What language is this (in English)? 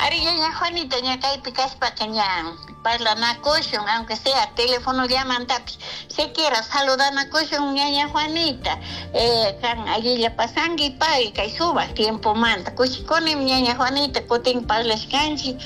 Chimborazo Highland Quichua